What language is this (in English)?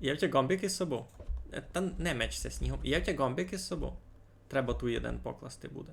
Rusyn